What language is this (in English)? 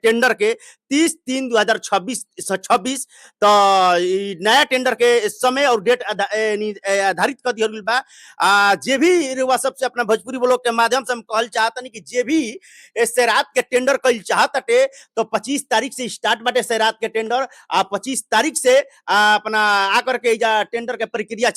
Bhojpuri